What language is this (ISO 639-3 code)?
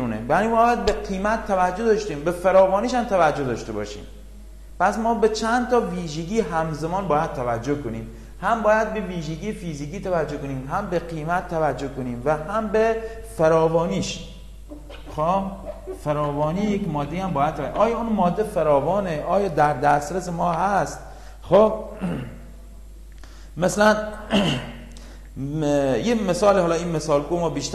fas